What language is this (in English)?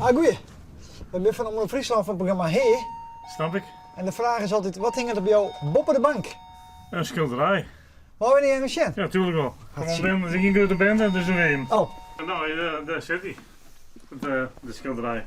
Western Frisian